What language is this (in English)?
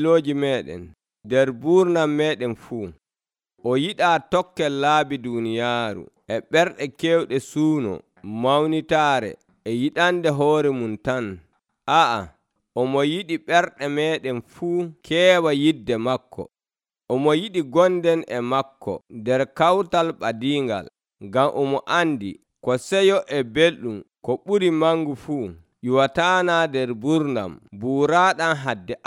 Nigerian Fulfulde